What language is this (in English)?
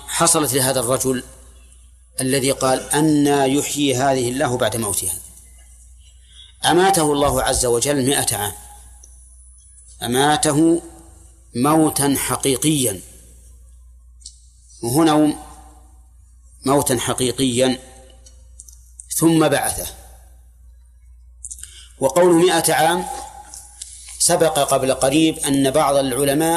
Arabic